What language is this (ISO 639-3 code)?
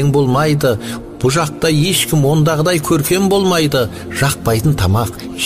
kaz